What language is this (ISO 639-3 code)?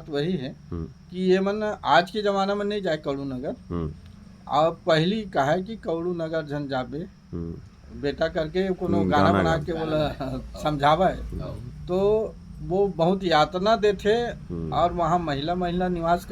hne